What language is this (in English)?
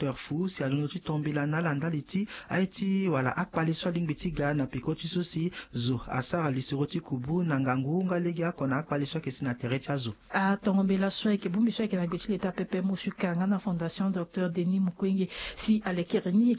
Sango